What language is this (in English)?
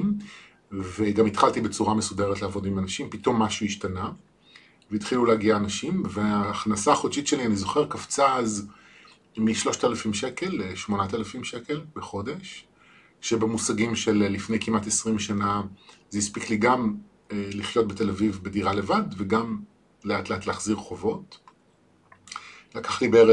Hebrew